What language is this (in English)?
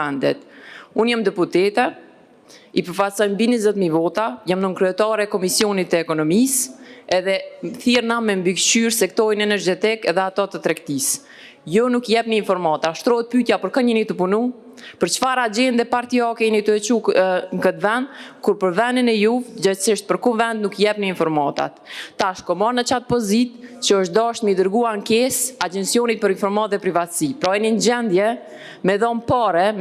Albanian